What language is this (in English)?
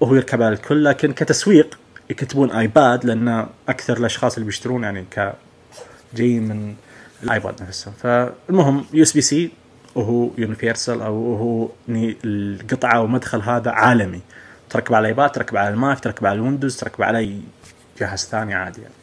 Najdi Arabic